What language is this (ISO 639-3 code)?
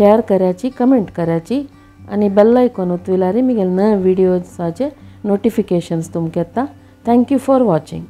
kok